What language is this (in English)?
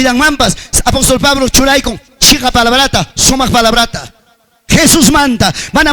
Ayacucho Quechua